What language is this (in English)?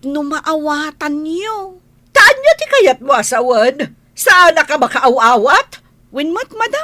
Iloko